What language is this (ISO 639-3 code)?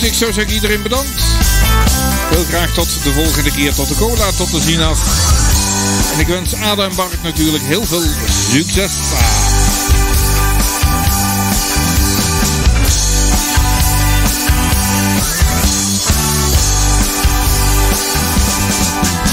nld